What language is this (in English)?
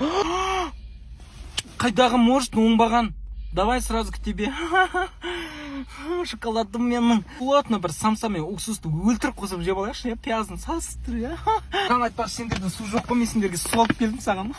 Kazakh